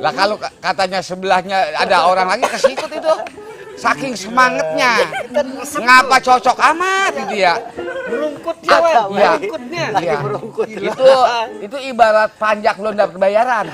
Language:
Betawi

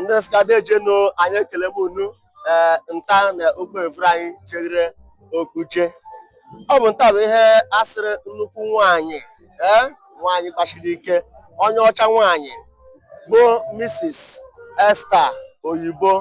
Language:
Igbo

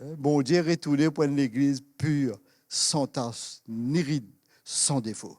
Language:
Morisyen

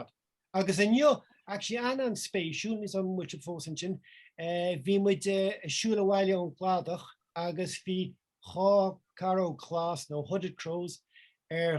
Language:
Irish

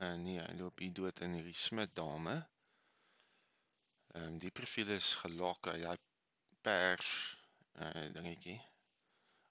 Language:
Afrikaans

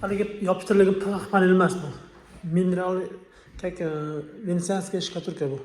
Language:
Uzbek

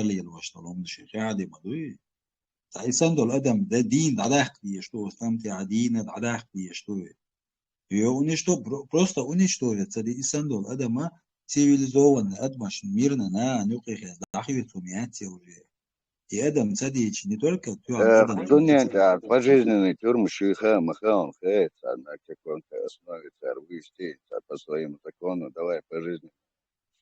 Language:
Chechen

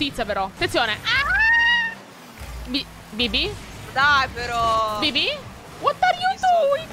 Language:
Italian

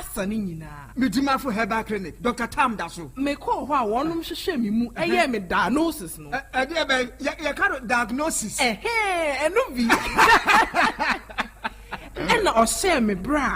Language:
Akan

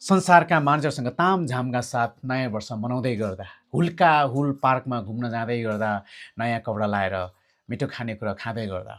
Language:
Nepali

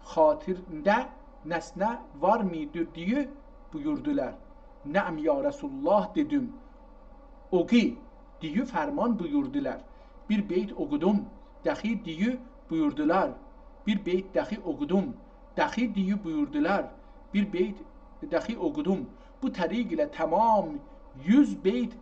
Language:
South Azerbaijani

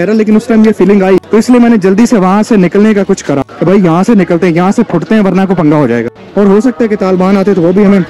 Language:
Hindi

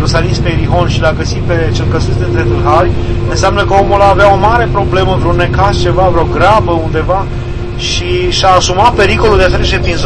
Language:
Romanian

